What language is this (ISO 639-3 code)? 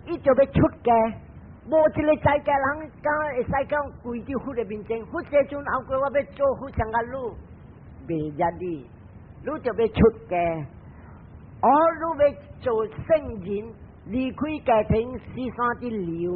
nan